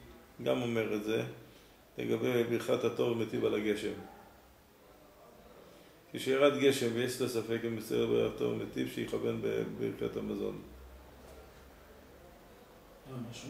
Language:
Hebrew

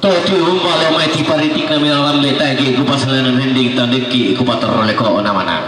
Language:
Toraja-Sa'dan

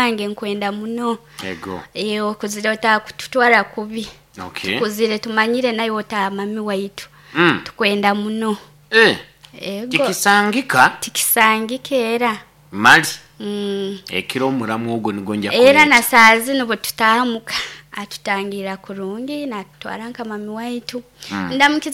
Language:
Nyoro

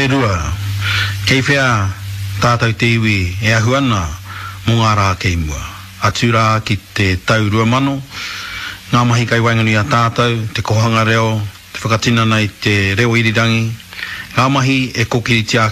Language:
Māori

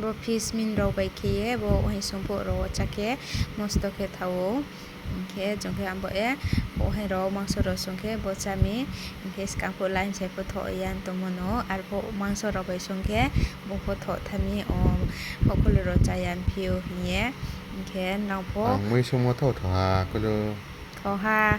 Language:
Riang (India)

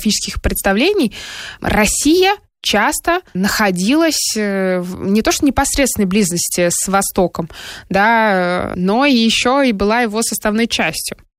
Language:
Russian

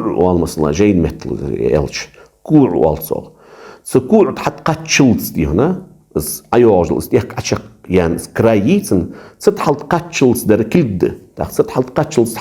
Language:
Ingush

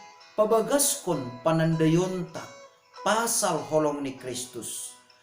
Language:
Batak Simalungun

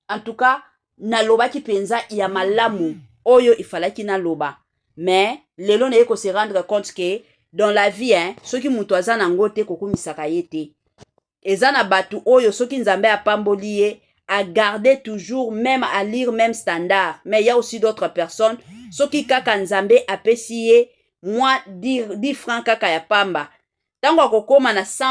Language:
Lingala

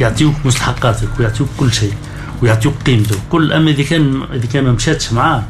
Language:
Tunisian Arabic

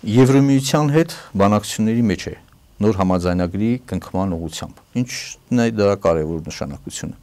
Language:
Armenian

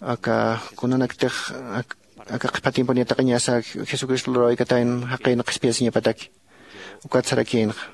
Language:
Aymara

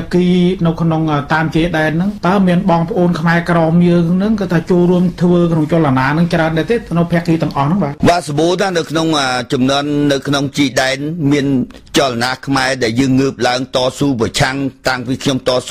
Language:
Khmer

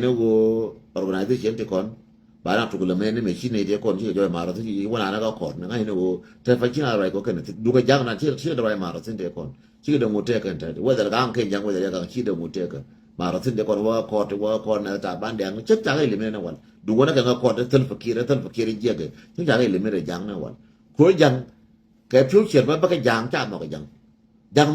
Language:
Nuer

